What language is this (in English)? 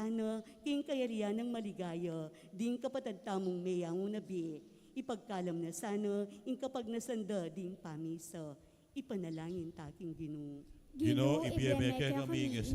Pampanga